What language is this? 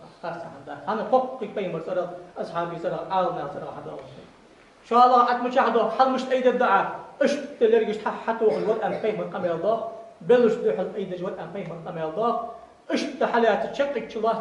Ingush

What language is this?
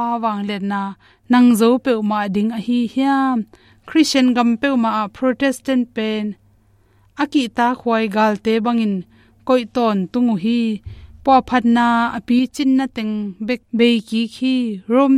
Tedim Chin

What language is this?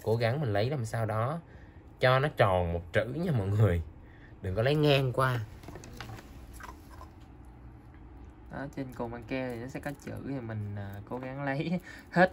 Vietnamese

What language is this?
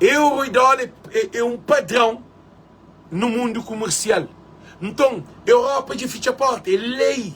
Kabuverdianu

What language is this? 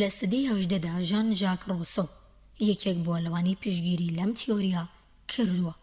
Central Kurdish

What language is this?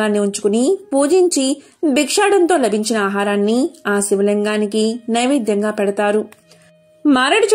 Telugu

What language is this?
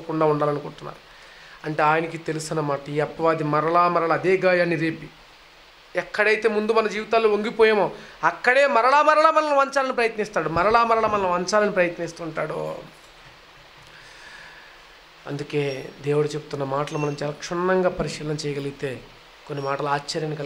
Telugu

